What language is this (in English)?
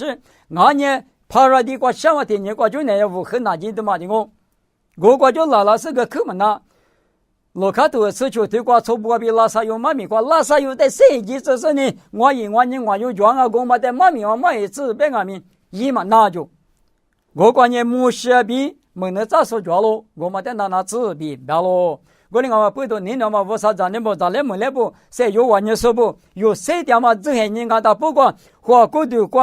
Lisu